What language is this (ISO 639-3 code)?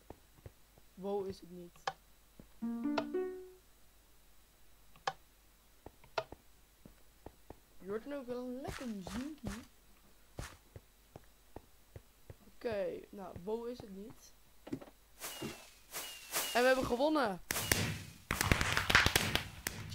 nld